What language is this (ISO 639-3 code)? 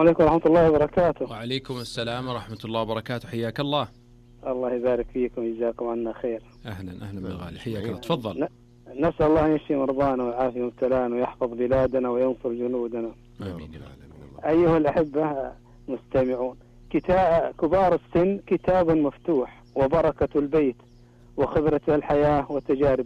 ars